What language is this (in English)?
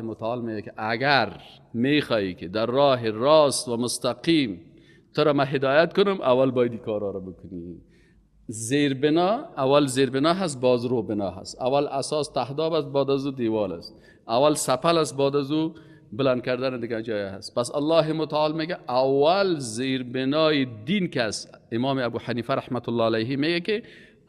Persian